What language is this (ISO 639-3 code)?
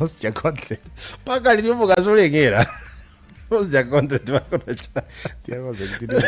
guz